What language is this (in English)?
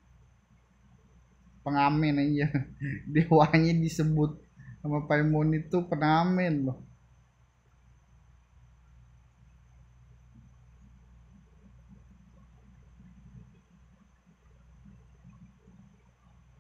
Indonesian